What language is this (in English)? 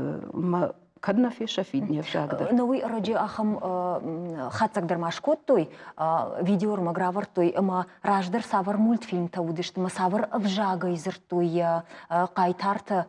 Ossetic